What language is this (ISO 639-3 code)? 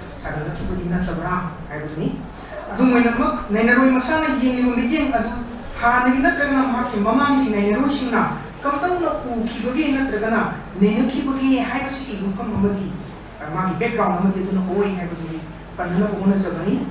mni